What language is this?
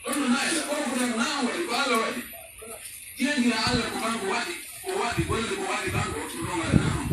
Pular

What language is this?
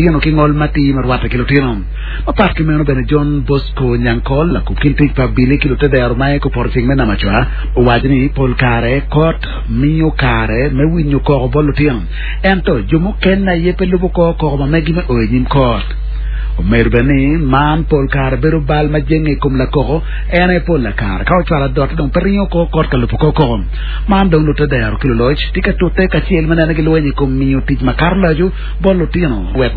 Acoli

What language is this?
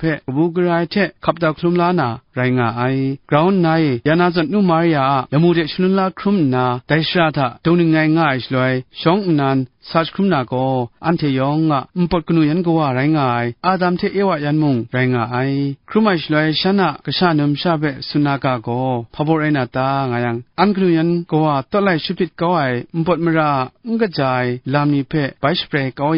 Kachin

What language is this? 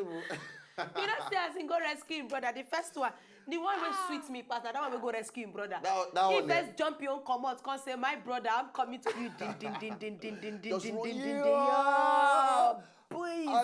Nigerian Pidgin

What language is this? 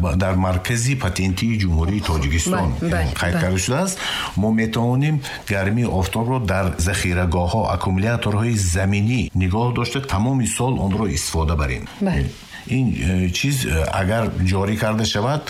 Tajik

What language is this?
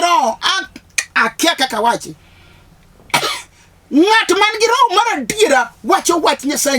Luo (Kenya and Tanzania)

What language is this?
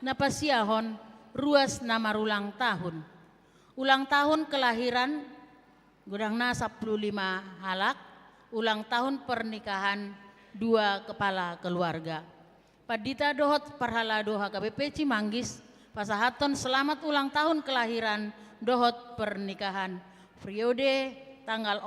Batak Toba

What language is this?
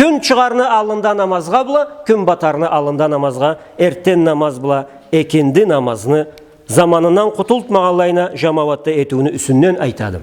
Karachay-Balkar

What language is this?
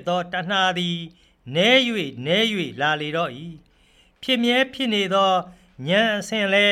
Burmese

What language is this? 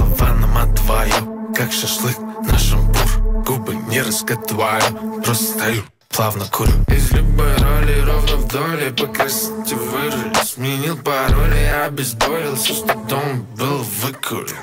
Russian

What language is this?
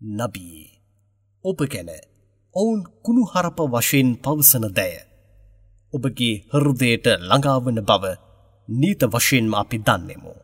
Sinhala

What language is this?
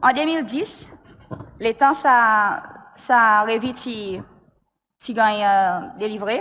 Seselwa Creole French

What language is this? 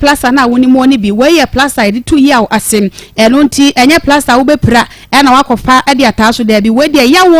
Akan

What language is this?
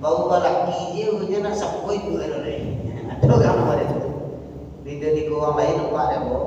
Minangkabau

